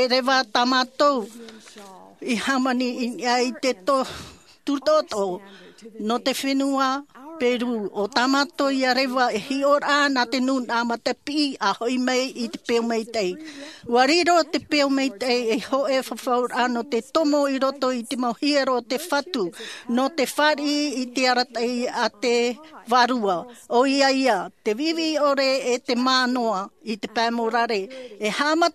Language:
Tahitian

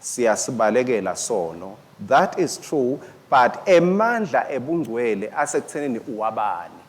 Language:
Swati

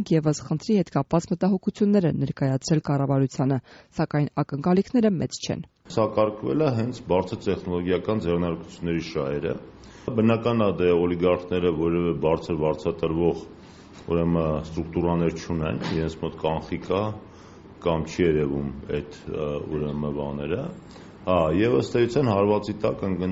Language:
Armenian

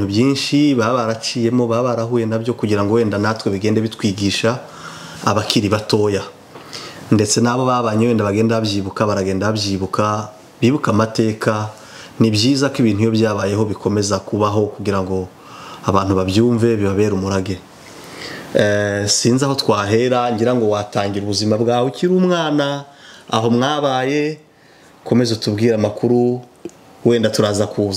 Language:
Kinyarwanda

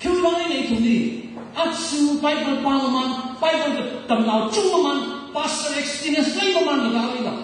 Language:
Tangkhul Naga (India)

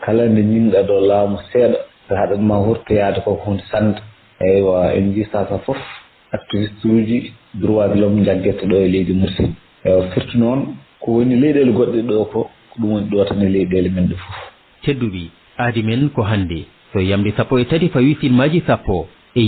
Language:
Fula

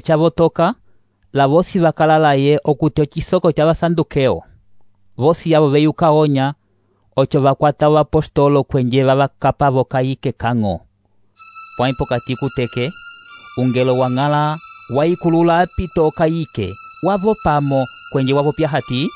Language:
Umbundu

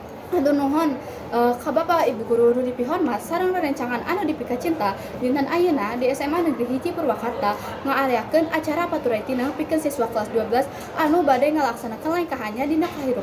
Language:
Sundanese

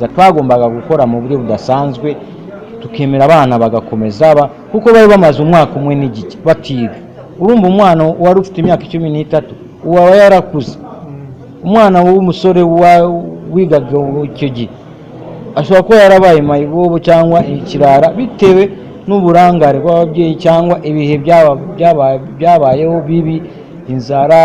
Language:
Kinyarwanda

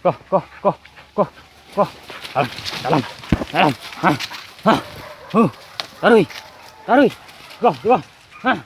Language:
Minangkabau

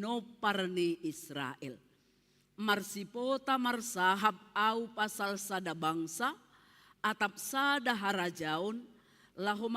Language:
Batak Simalungun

